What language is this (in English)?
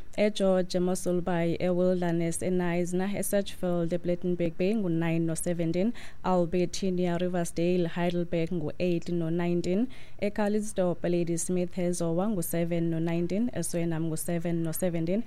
Xhosa